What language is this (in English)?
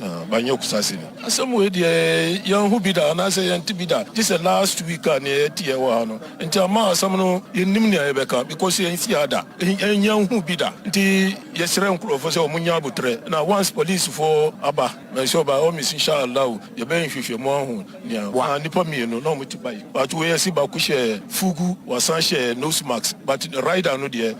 Akan